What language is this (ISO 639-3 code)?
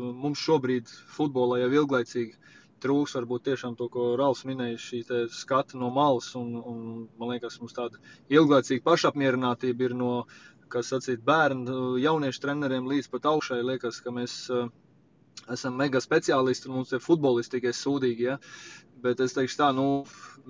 lav